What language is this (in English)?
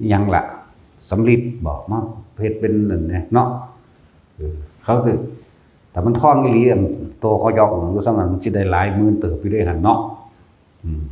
Northeastern Thai